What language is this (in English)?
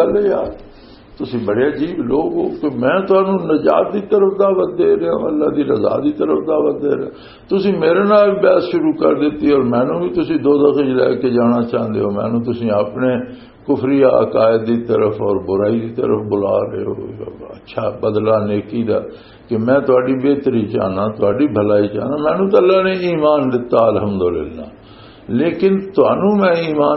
Western Panjabi